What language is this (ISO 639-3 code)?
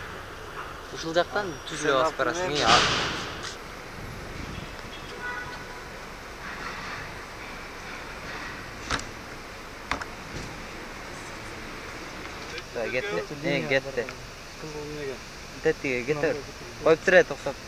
kir